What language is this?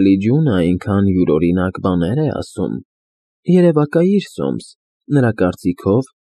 Armenian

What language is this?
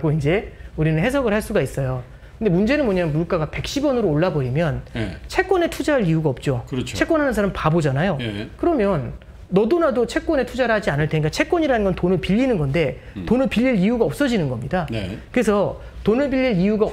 Korean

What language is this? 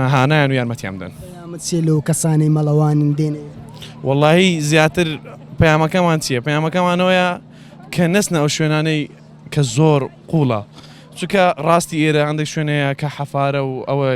Central Kurdish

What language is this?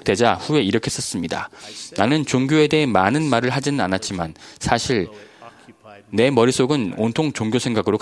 Korean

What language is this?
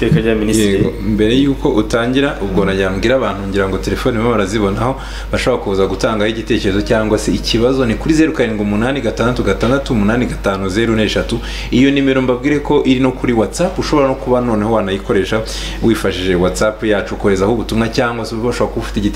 Kinyarwanda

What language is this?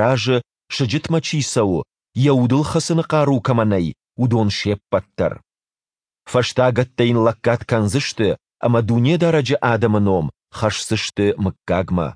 Ossetic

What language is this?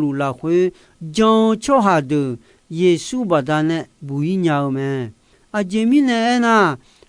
Akha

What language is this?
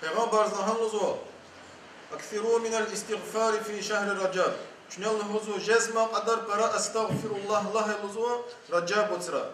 Lezghian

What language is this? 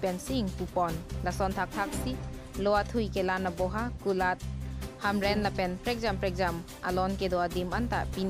Karbi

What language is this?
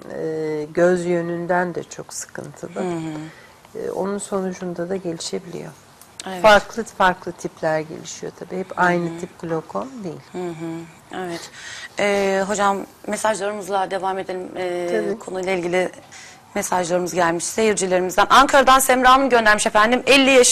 Turkish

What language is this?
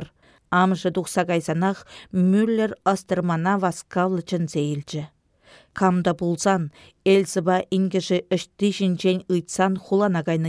Chuvash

